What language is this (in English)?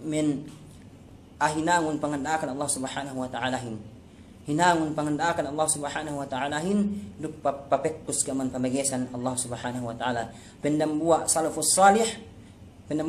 Yakan